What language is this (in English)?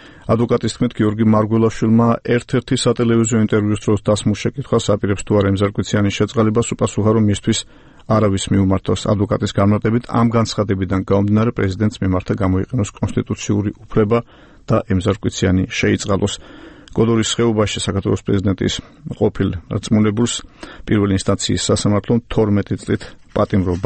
Georgian